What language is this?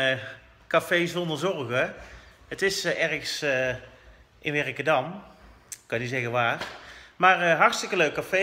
Dutch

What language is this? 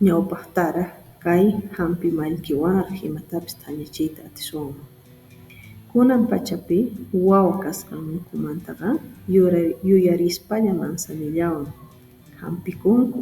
Quechua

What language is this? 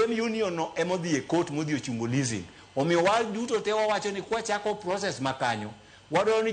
Luo (Kenya and Tanzania)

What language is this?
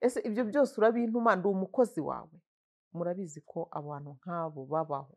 Kinyarwanda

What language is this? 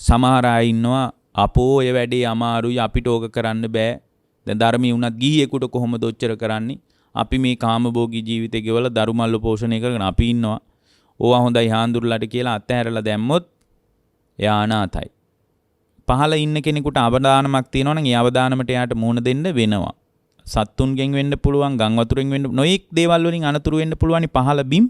Sinhala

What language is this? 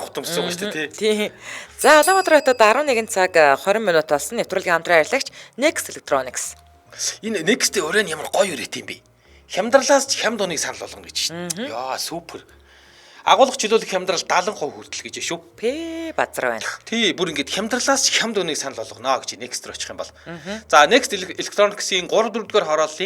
Mongolian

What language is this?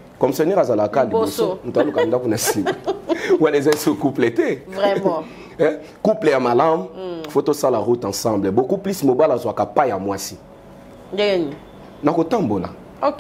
Lingala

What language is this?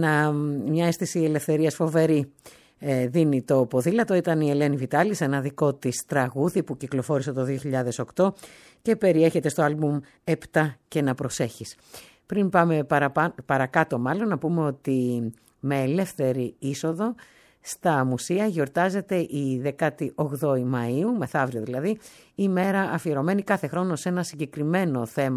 Greek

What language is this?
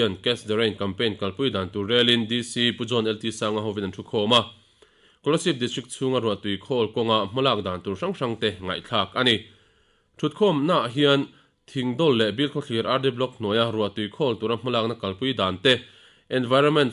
Mizo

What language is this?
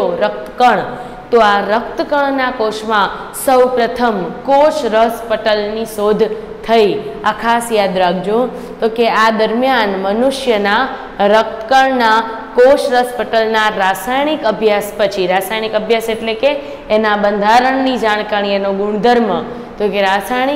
Gujarati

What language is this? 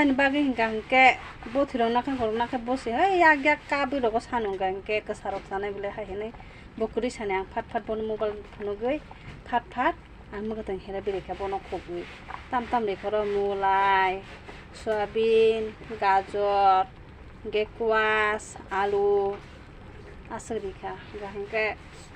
Kok Borok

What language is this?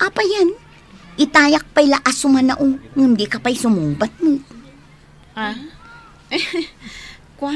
Iloko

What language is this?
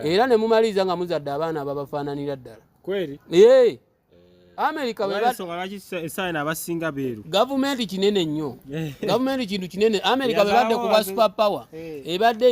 Ganda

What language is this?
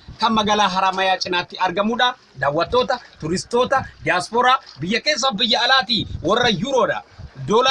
Oromo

